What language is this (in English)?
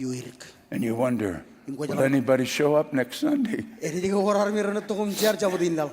Marshallese